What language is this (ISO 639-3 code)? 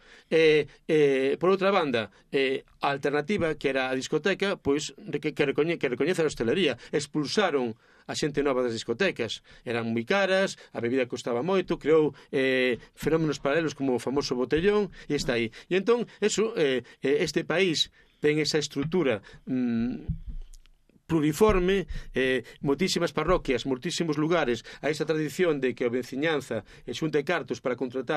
glg